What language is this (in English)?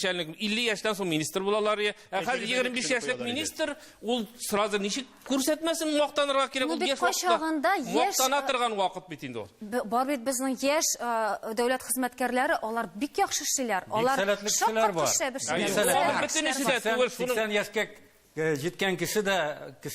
Tatar